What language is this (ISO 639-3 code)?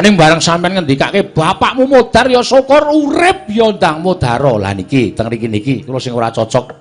jav